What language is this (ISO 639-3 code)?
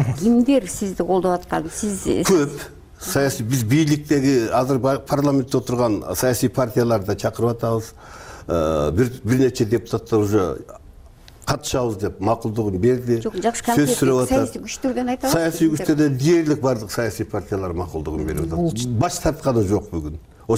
kir